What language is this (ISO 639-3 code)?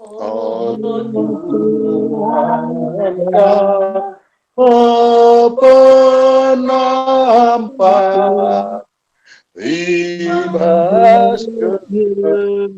btx